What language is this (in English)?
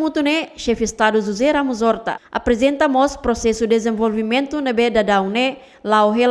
Tetum